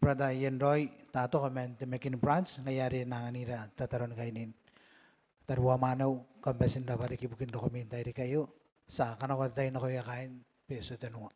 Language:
Gilbertese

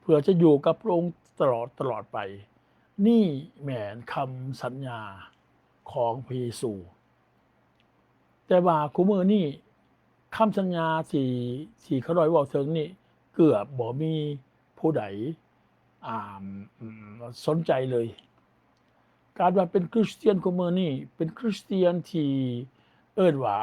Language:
Lao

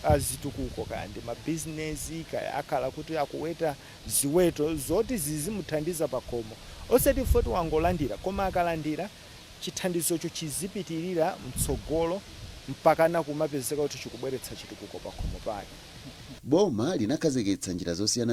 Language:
Nyanja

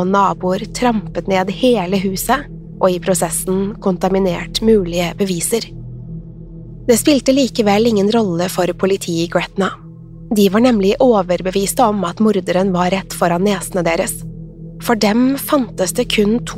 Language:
Norwegian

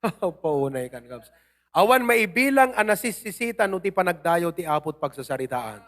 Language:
Iloko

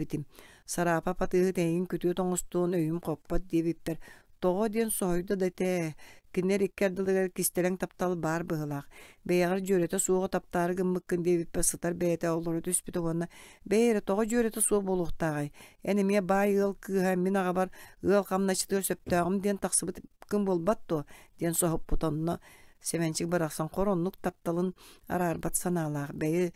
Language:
Yakut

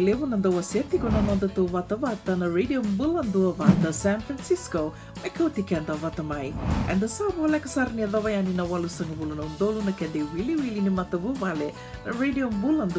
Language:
Fijian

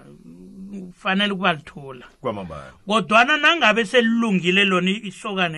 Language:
South Ndebele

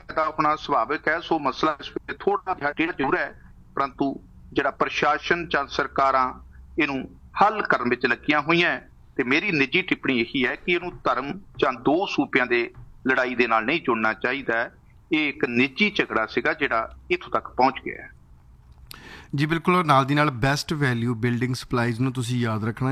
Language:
Punjabi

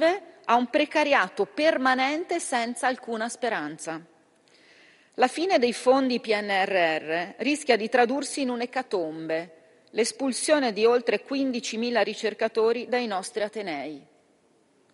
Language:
Italian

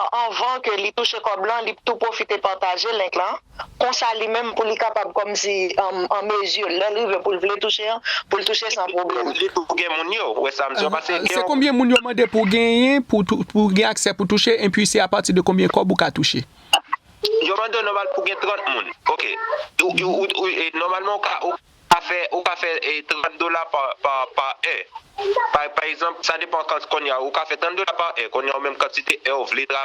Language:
Haitian Creole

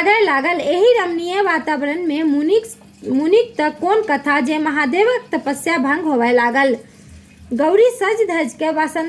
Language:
Maithili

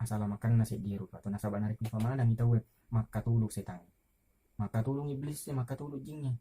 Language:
Buginese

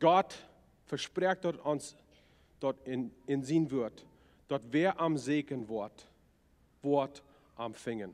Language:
Plautdietsch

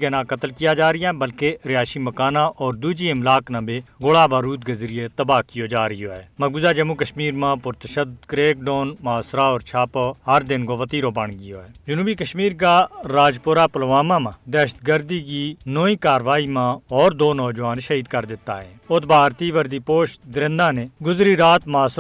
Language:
Gujari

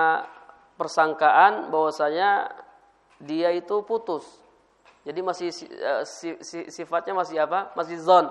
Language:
Indonesian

